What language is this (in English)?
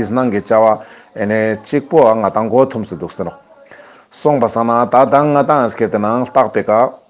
Ladakhi